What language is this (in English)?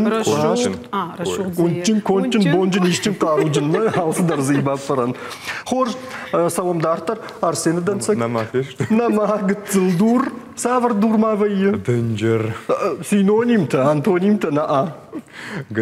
Ossetic